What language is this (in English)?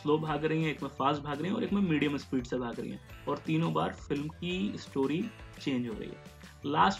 Hindi